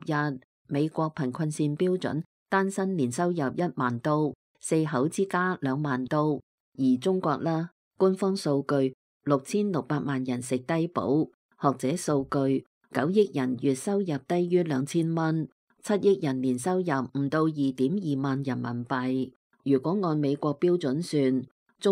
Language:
Cantonese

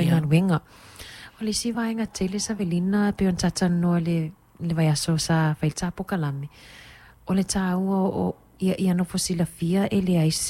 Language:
Samoan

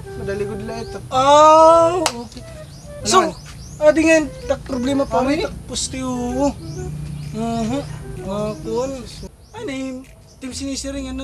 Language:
Waray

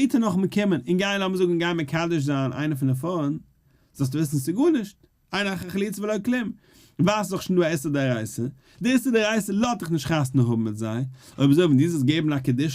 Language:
Yiddish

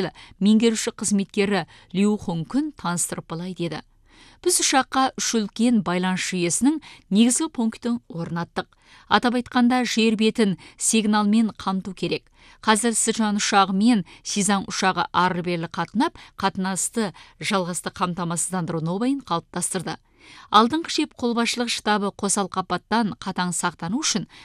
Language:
Kazakh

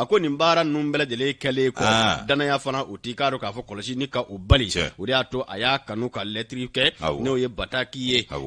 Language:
Bambara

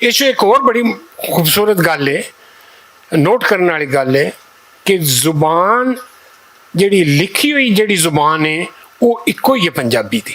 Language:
Western Panjabi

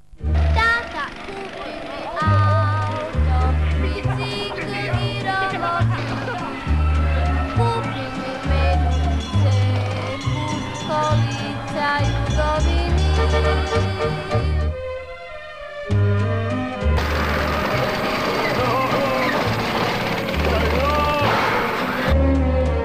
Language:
Croatian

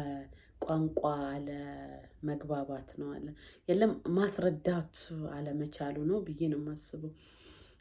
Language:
Amharic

